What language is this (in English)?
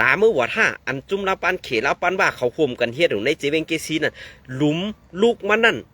Shan